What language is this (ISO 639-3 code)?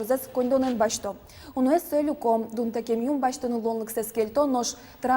udm